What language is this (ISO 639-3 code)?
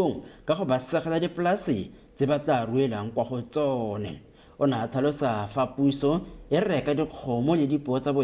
tsn